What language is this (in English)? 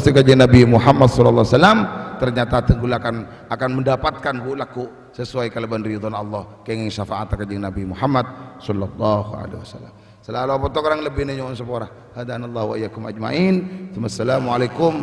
Madurese